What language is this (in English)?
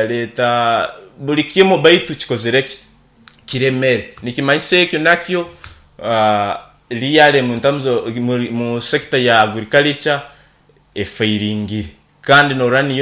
Nyoro